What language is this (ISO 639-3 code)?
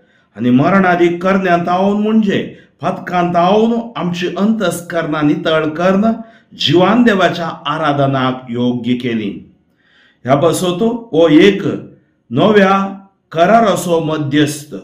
kok